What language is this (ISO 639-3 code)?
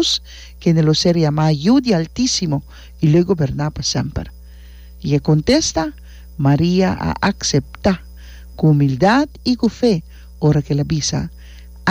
pap